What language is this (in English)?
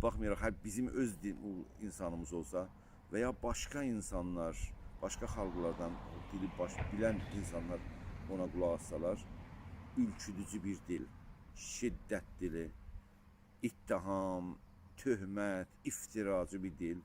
South Azerbaijani